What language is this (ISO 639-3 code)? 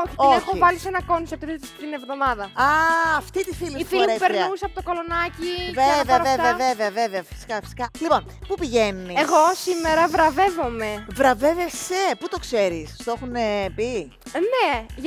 ell